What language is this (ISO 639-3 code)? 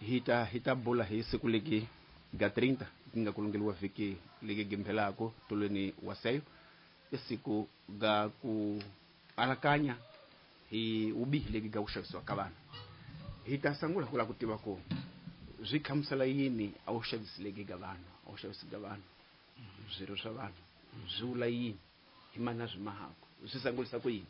tso